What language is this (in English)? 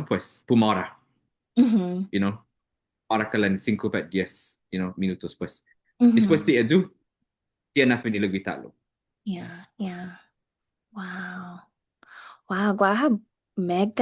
Chamorro